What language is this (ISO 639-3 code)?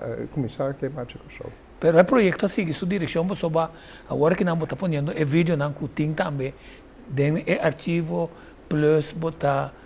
pap